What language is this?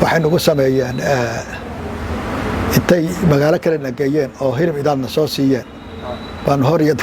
Somali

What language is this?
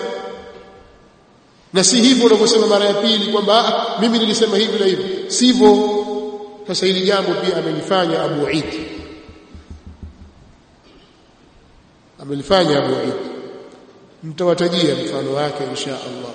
Swahili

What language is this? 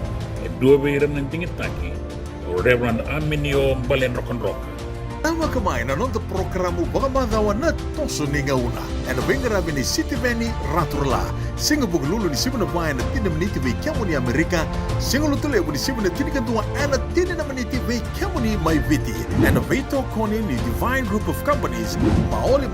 Fijian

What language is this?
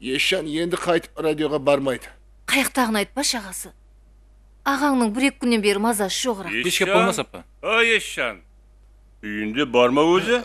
Kara-Kalpak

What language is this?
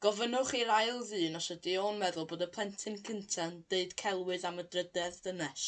Welsh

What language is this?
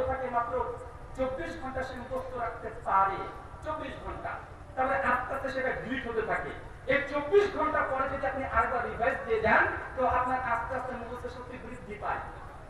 Bangla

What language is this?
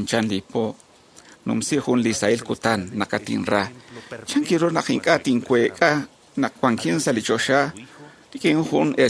Kekchí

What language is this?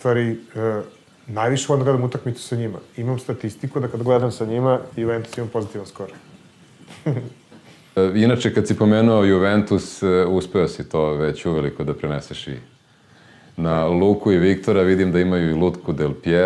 Serbian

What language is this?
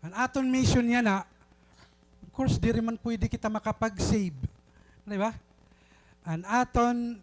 Waray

